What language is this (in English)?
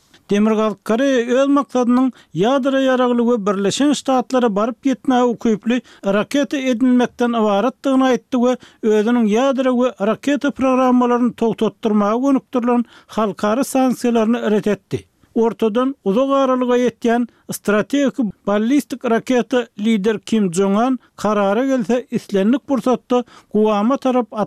Turkmen